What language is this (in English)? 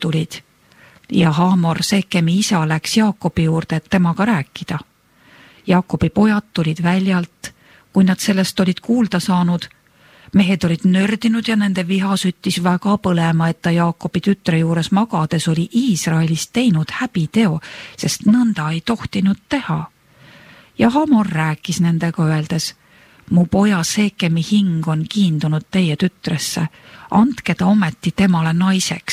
Estonian